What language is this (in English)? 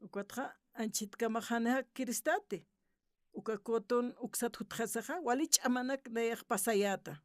Aymara